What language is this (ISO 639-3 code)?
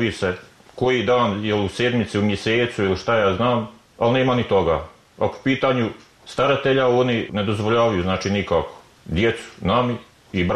bos